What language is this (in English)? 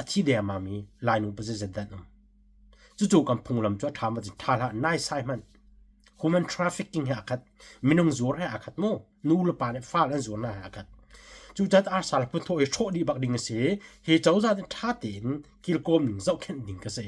Hakha Chin